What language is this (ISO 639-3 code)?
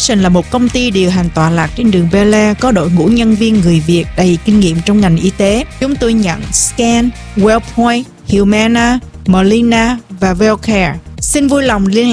vie